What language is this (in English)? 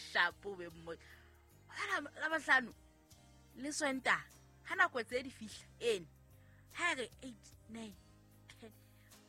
Southern Sotho